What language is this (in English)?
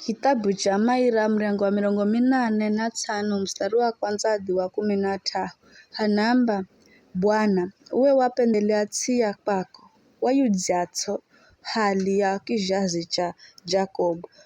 Giryama